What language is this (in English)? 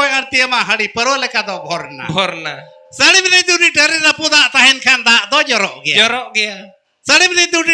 Santali